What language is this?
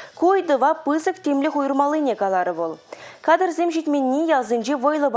Chuvash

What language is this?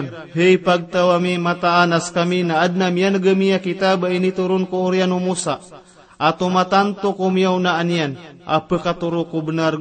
Maranao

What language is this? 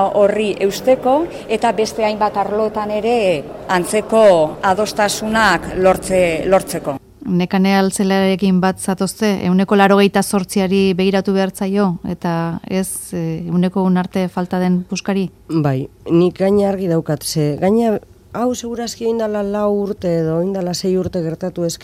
Basque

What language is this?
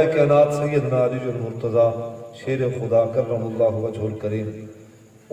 Saraiki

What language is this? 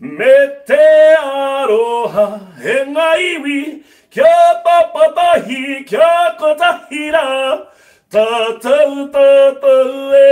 Māori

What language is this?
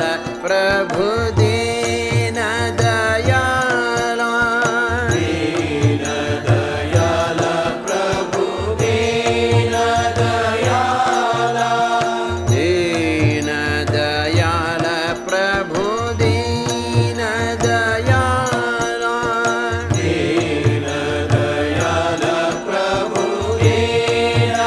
Kannada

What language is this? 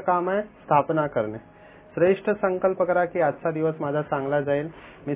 Marathi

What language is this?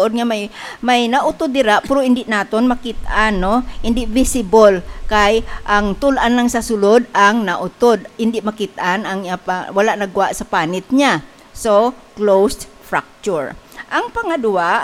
Hiligaynon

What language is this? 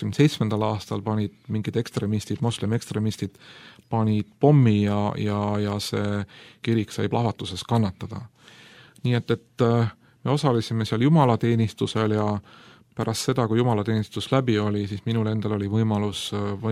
Estonian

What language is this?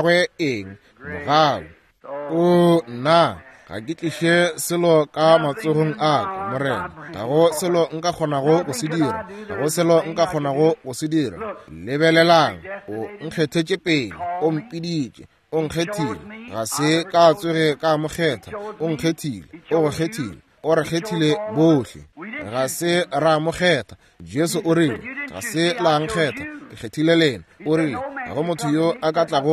Northern Sotho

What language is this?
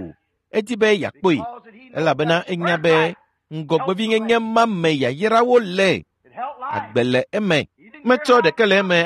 Ewe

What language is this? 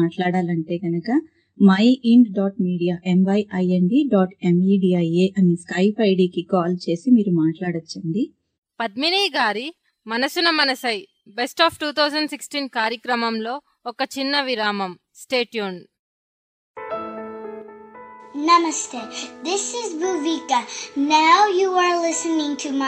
Telugu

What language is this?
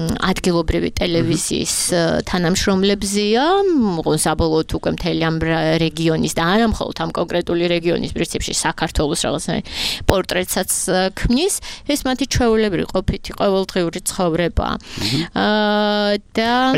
Georgian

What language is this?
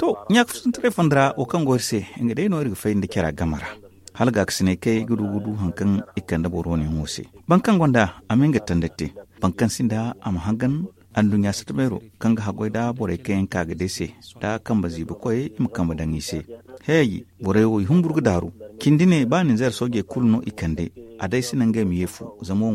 Zarma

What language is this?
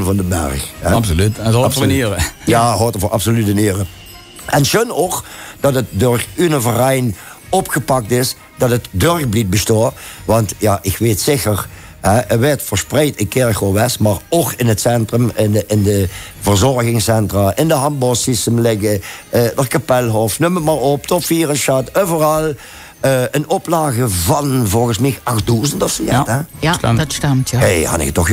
Limburgish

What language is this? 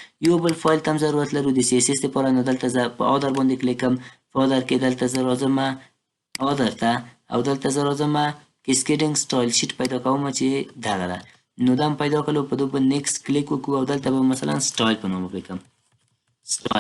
Pashto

